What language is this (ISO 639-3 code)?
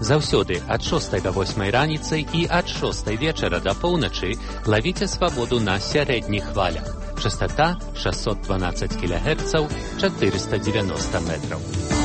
bel